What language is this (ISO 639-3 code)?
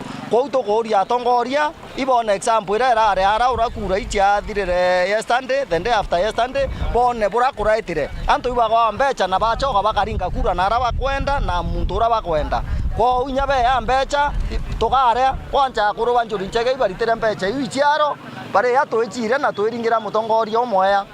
mer